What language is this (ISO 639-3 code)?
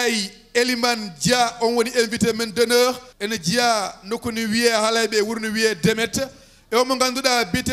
ful